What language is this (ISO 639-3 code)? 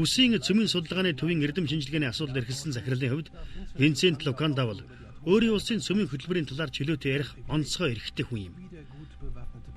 mon